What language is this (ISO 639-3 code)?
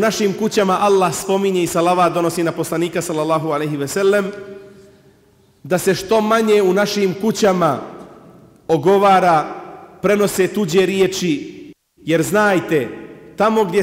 bos